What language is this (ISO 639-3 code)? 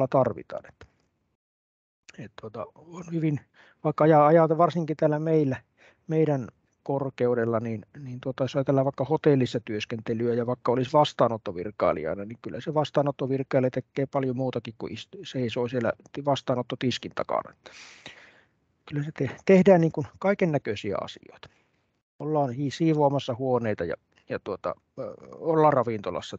fin